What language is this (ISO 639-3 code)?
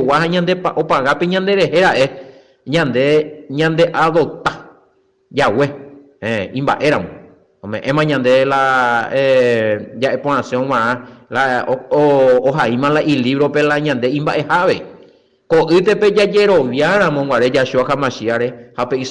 grn